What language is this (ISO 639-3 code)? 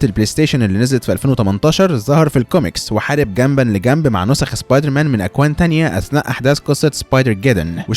arz